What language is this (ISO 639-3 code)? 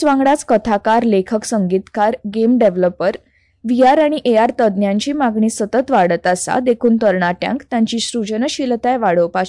kok